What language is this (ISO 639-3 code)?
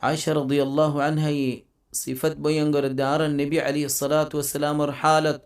rhg